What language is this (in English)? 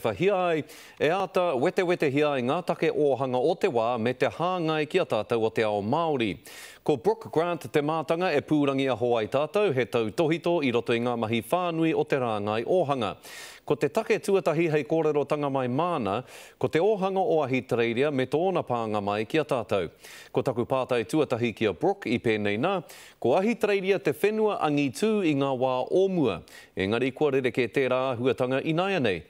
Māori